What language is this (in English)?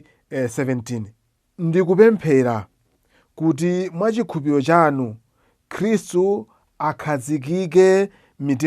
Nyanja